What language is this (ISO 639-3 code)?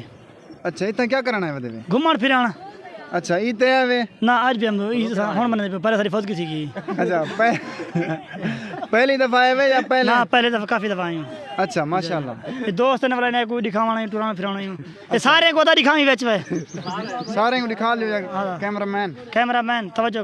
skr